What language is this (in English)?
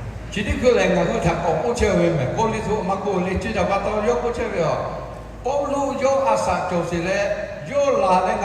Lahu